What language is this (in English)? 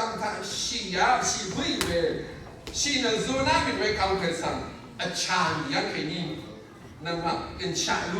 Rawang